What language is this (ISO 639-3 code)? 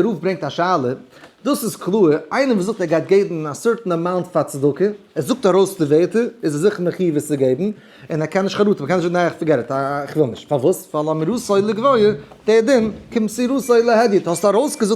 yid